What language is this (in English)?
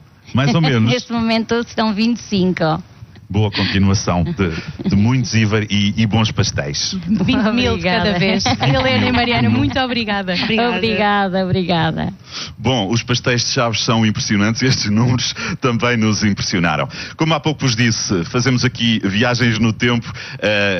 Portuguese